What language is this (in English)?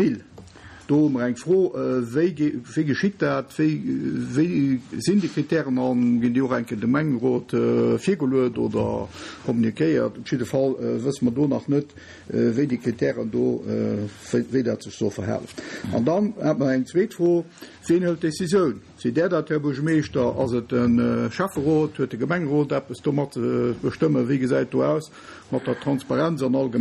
Luxembourgish